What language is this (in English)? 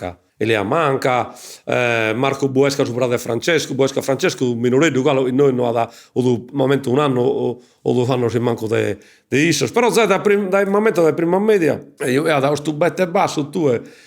Sardinian